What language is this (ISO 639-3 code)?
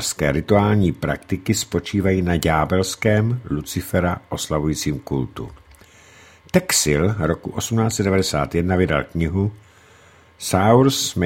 ces